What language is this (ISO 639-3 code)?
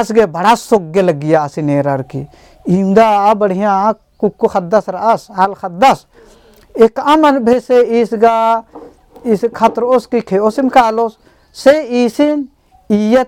kru